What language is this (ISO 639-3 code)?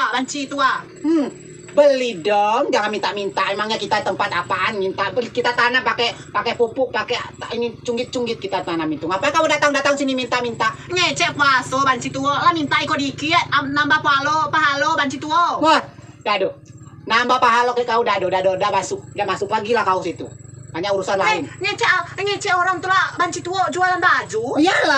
rej